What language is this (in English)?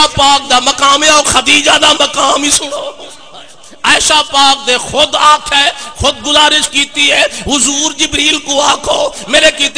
Saraiki